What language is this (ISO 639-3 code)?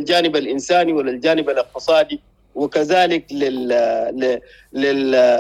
apd